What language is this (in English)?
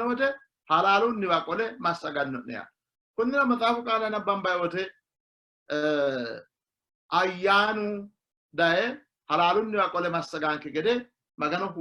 Sidamo